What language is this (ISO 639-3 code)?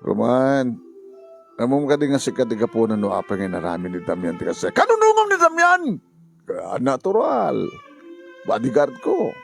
ilo